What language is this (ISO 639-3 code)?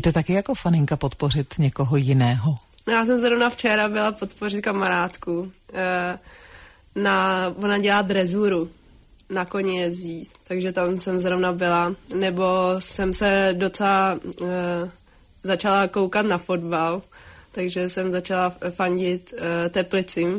ces